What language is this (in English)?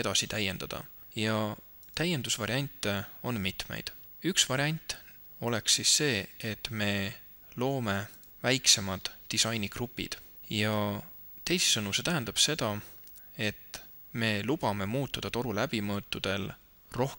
Estonian